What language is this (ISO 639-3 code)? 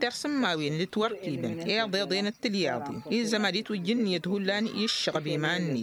taq